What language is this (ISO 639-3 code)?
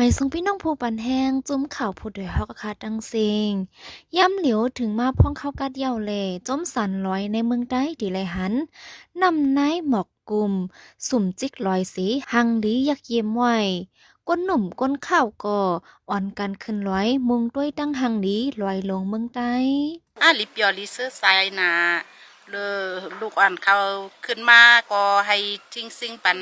shn